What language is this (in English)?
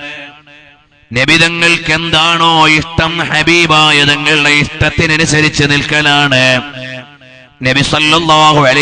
Malayalam